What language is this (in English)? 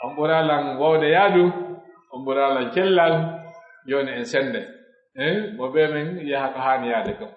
Pular